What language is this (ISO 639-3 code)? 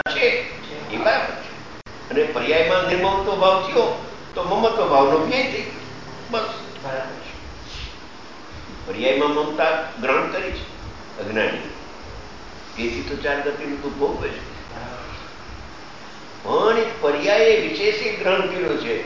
guj